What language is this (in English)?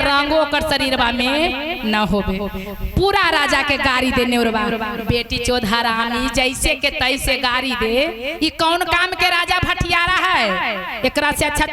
Magahi